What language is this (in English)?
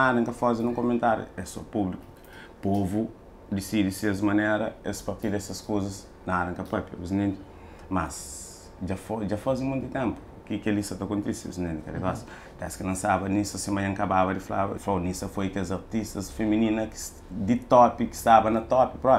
Kabuverdianu